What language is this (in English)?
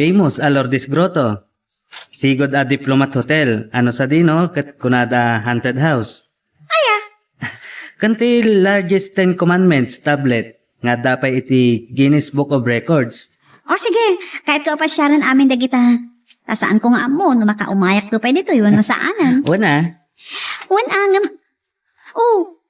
Iloko